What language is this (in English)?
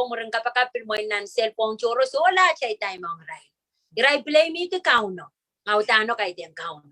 Pohnpeian